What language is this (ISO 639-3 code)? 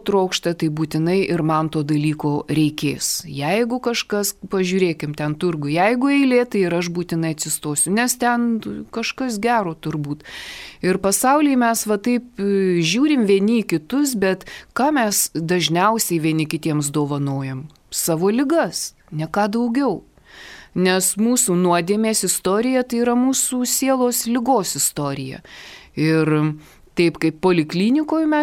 lit